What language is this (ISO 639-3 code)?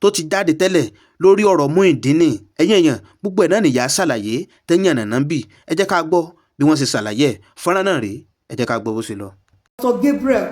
yor